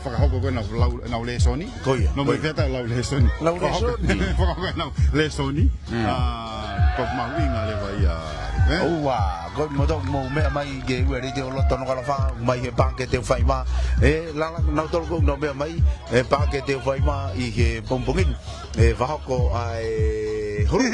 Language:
Tongan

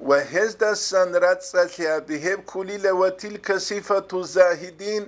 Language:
Avaric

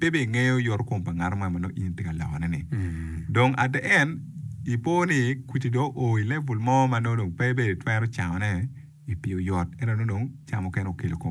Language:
Acoli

